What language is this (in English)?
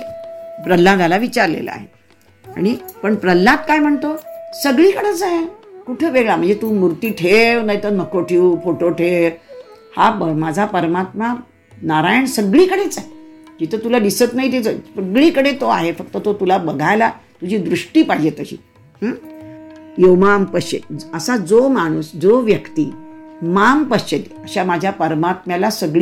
Marathi